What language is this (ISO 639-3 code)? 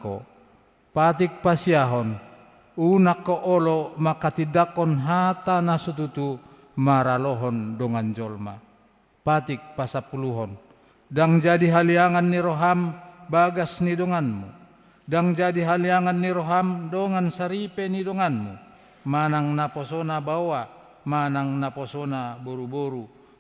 bbc